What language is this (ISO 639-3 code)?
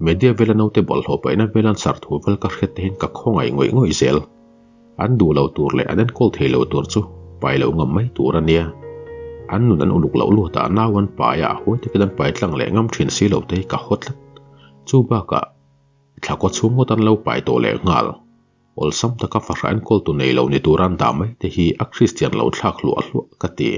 lus